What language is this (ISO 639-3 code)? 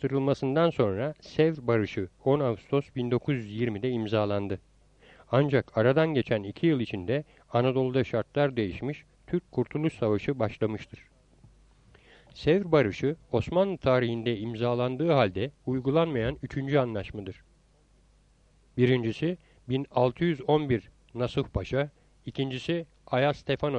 tur